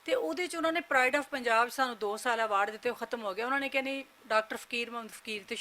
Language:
Western Panjabi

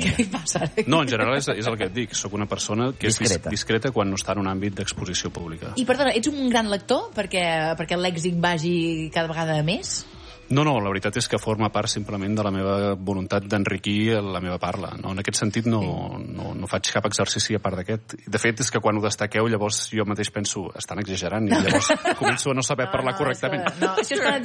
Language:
Catalan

